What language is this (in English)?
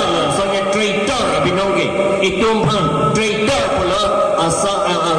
Karbi